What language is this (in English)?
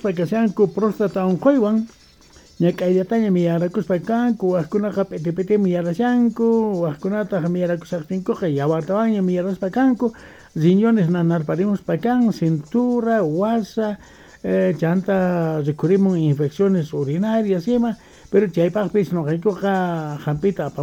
Quechua